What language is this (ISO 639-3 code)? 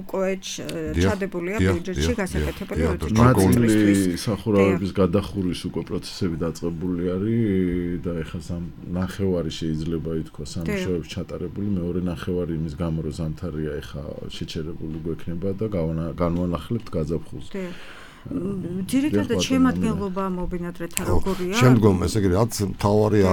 kat